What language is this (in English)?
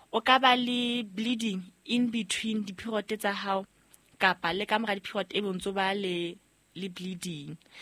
Southern Sotho